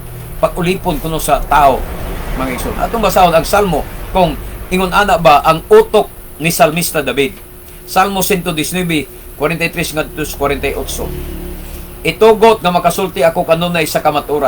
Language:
Cebuano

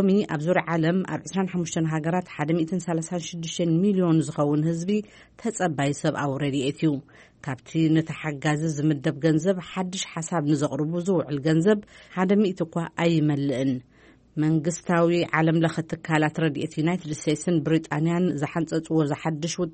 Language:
Tigrinya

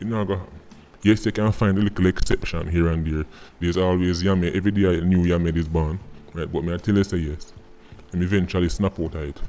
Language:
Jamaican Creole English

